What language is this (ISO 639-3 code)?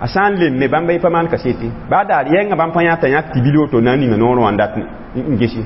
mos